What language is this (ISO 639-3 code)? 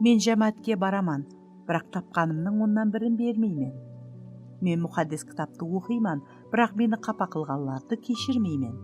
kaa